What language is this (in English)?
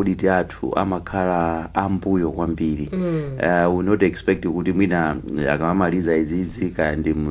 Nyanja